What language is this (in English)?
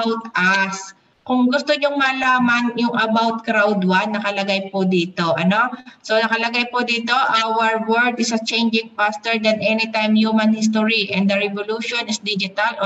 Filipino